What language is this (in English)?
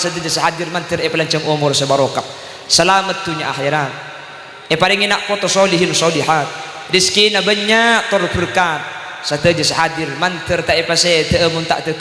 Madurese